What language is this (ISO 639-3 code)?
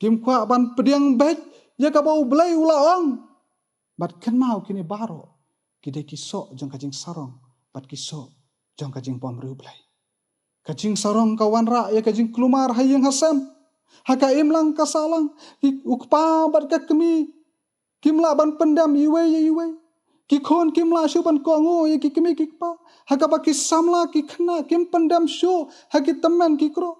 kha